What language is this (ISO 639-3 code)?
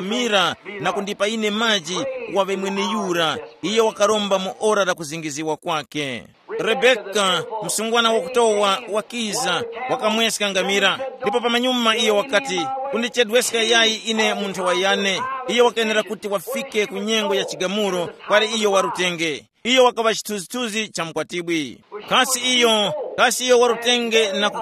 tum